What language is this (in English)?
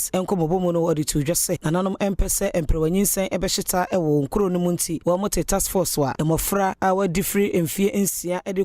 Akan